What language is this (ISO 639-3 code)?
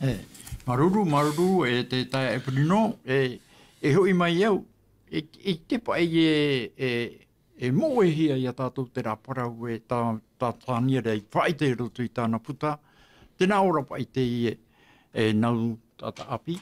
tah